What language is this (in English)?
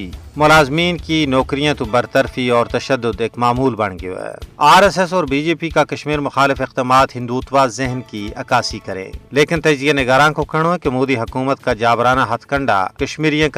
Gujari